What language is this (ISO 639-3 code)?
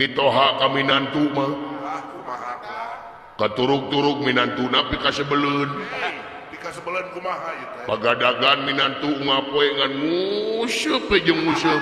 sun